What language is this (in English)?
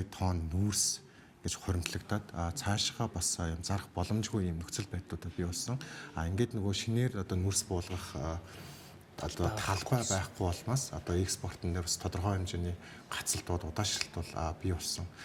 Mongolian